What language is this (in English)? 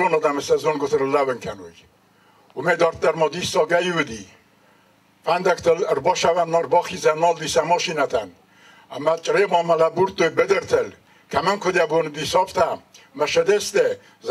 Ossetic